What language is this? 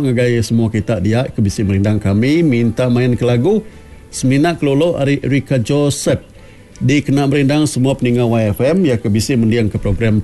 Iban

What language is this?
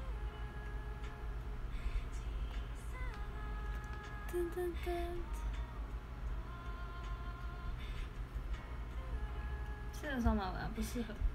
Chinese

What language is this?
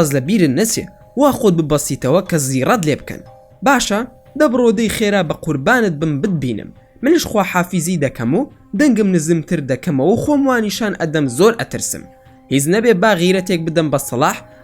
Central Kurdish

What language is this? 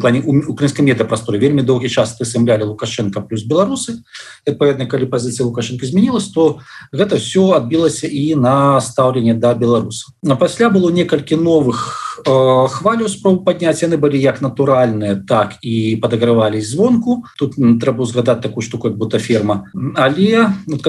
Belarusian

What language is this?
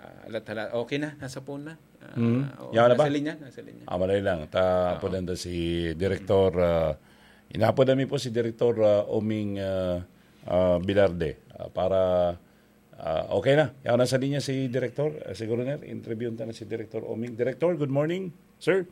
Bikol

